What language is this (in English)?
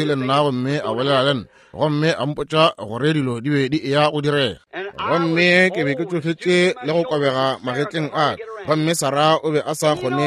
Northern Sotho